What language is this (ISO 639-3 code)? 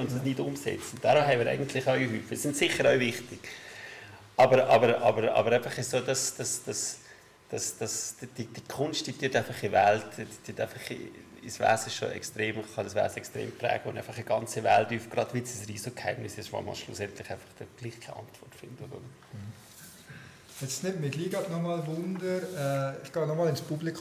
deu